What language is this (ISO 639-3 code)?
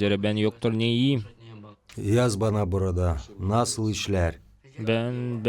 gag